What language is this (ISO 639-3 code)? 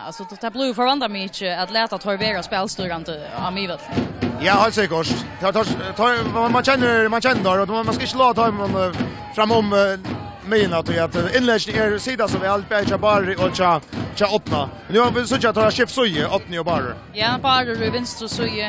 fao